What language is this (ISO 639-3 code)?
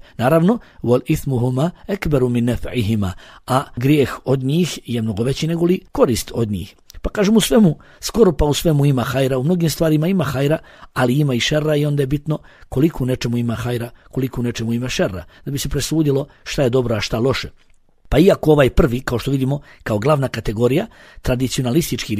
bos